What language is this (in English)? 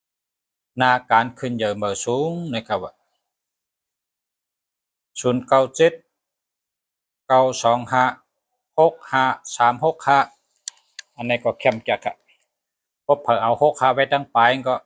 Shan